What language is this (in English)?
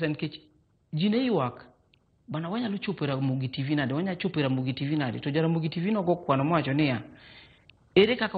Luo (Kenya and Tanzania)